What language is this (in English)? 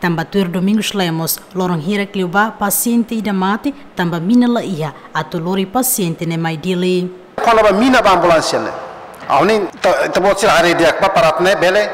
Tetum